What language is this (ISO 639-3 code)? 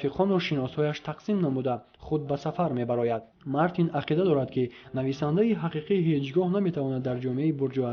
tgk